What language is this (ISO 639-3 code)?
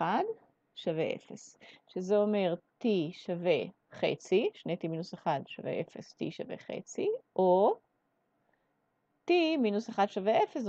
heb